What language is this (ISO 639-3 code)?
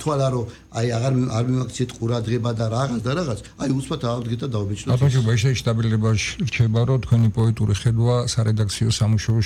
kat